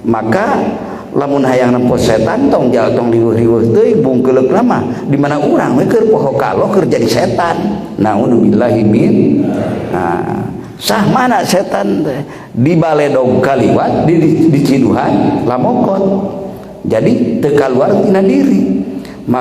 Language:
Sundanese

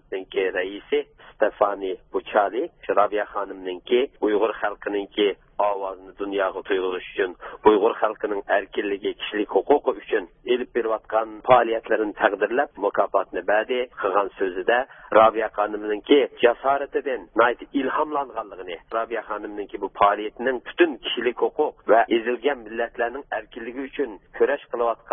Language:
Uyghur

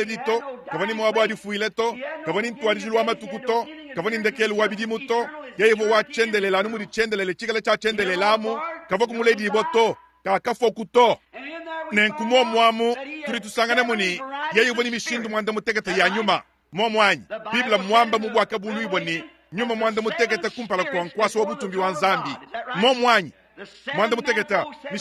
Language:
Luba-Lulua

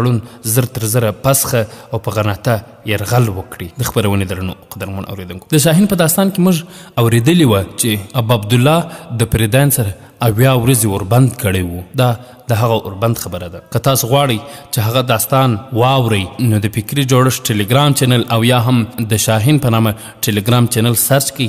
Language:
Pashto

